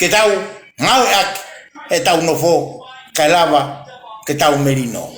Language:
Tongan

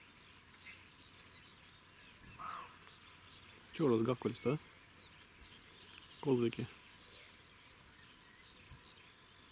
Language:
Russian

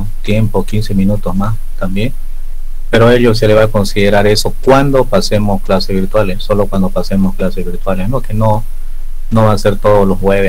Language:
Spanish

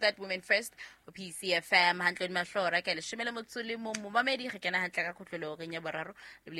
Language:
Southern Sotho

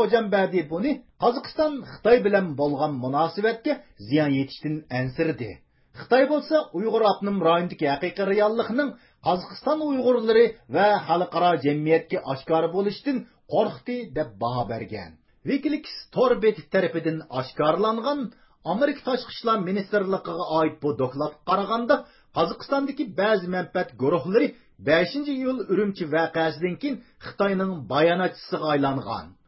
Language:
Uyghur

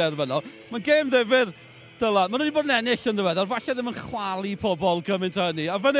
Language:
Welsh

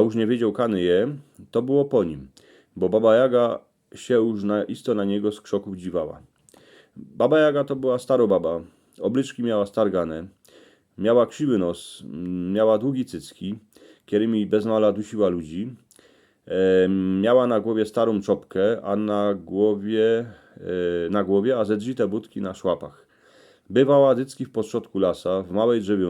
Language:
Silesian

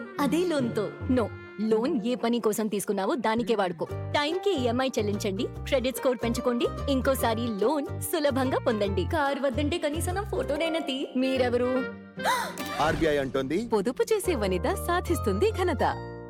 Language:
Telugu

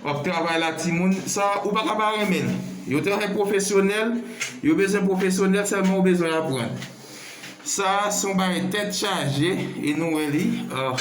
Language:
Haitian Creole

